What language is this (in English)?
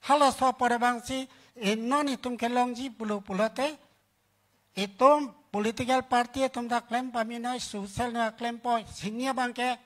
Karbi